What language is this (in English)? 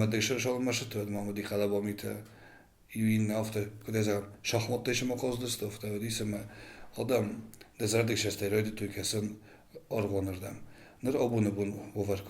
Ossetic